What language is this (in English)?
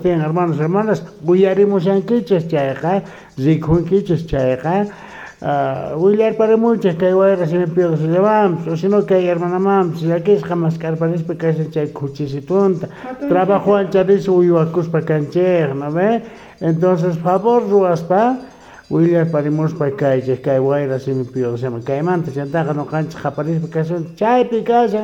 South Bolivian Quechua